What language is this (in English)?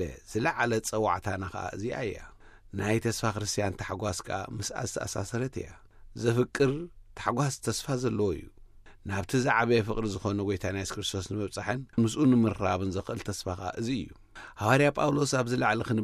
Tigrinya